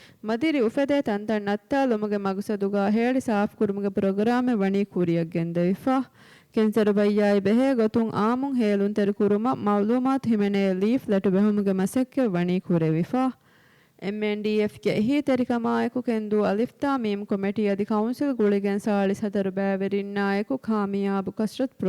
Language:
Divehi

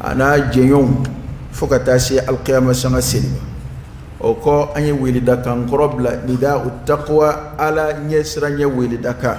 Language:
Dyula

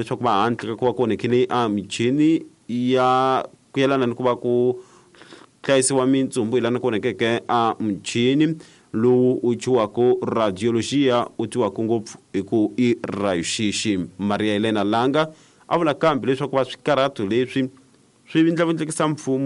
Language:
Tsonga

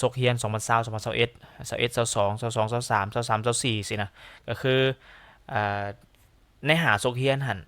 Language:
Lao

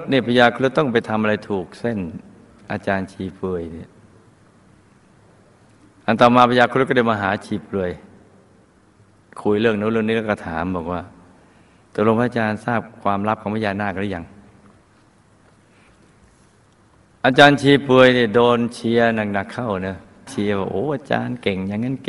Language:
Thai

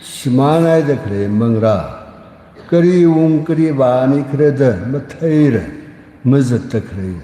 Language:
Tangkhul Naga (India)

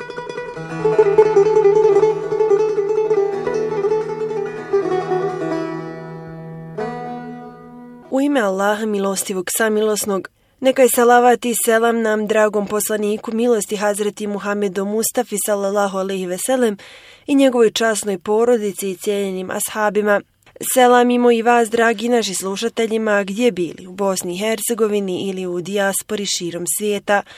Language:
Bosnian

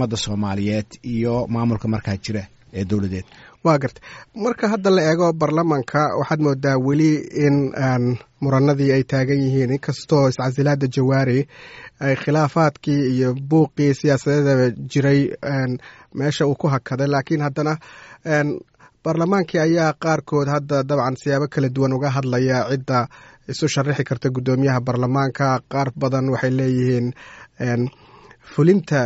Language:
Somali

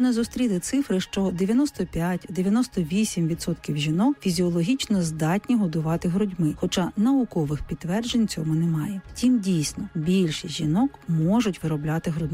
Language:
Ukrainian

